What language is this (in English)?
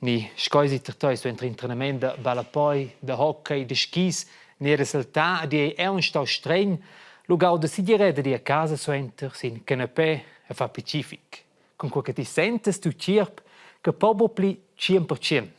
Romansh